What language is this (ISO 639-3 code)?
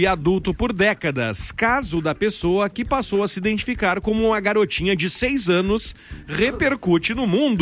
por